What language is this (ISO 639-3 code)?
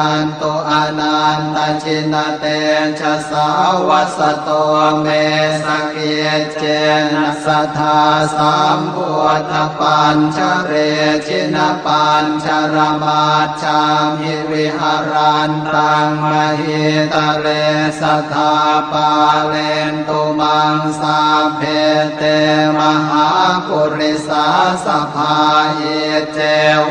pli